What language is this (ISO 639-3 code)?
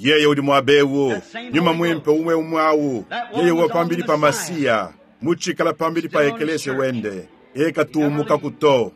lua